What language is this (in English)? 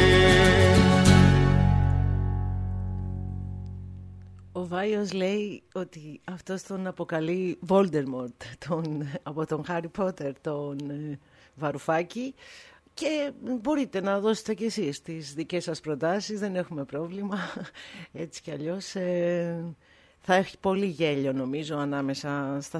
Greek